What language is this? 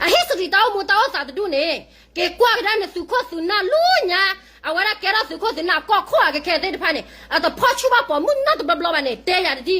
S'gaw Karen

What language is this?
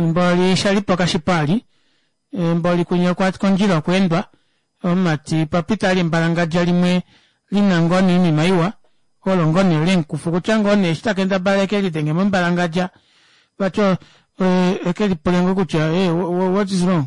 Kuanyama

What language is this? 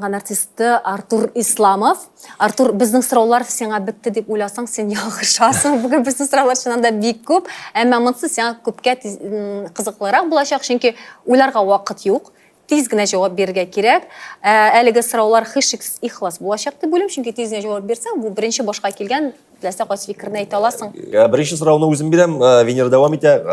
Tatar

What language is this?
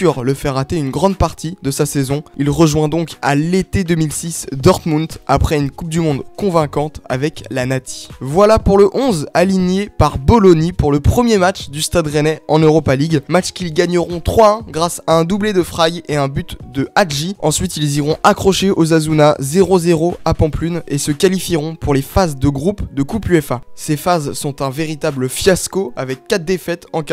French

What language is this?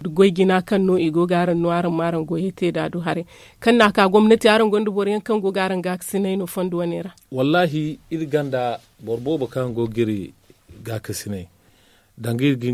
Zarma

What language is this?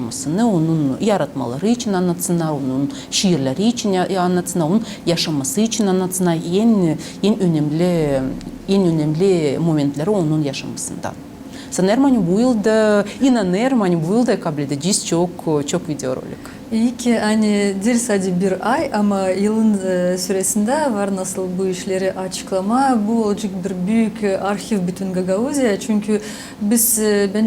Gagauz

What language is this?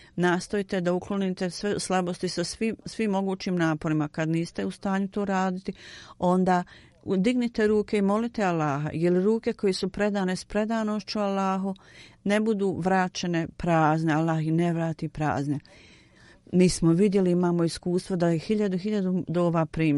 Bosnian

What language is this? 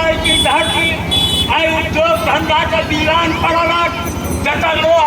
Maithili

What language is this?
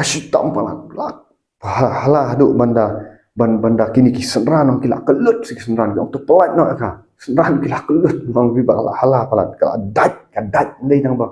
Khasi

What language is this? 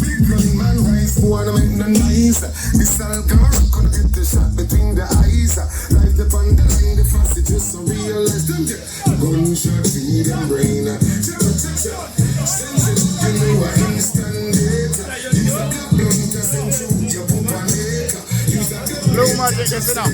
Jamaican Creole English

